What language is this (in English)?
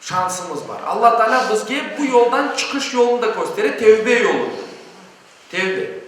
Crimean Tatar